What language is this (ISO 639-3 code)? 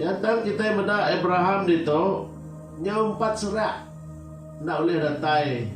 iba